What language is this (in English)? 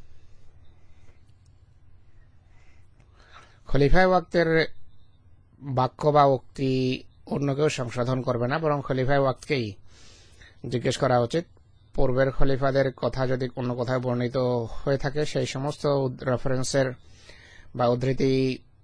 Bangla